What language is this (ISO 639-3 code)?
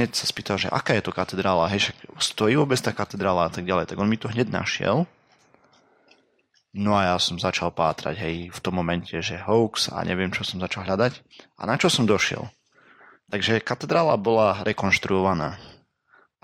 slk